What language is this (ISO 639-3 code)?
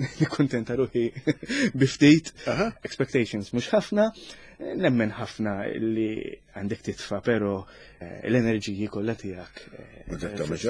mlt